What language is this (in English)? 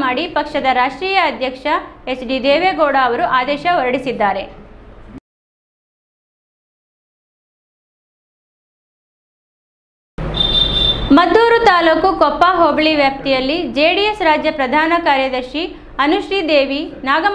Kannada